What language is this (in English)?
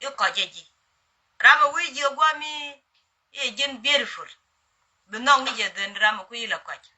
Nuer